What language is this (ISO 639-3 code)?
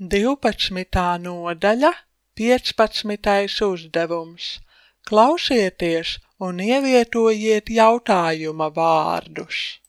lav